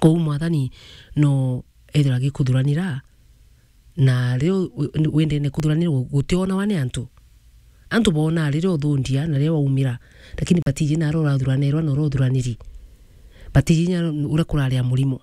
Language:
Meru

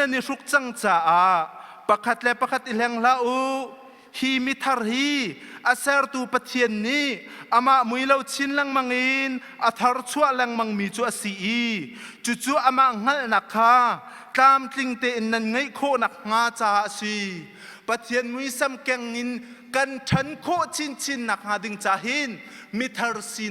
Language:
Hakha Chin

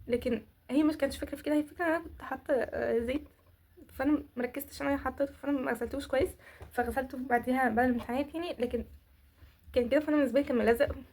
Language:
Egyptian Arabic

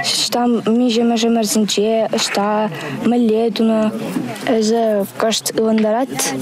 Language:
Chuvash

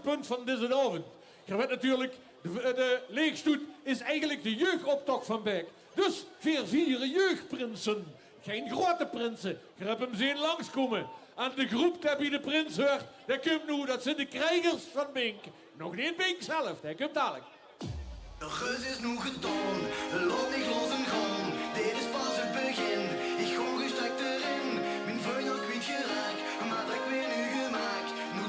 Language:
Limburgish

